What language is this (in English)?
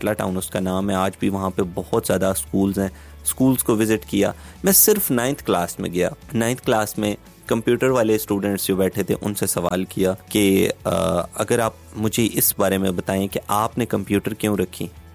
Urdu